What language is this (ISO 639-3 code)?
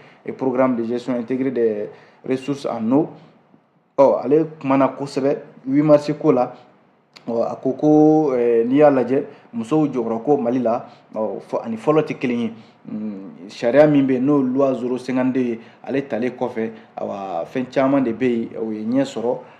bam